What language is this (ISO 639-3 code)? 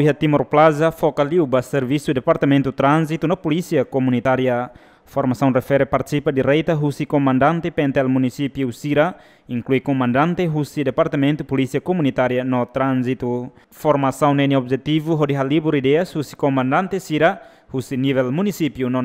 tet